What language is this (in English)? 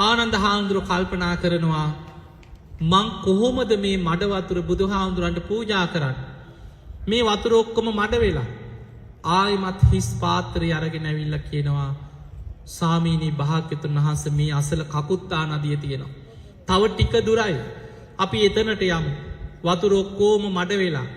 Sinhala